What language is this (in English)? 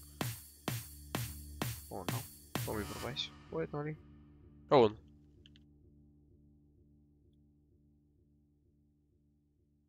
Portuguese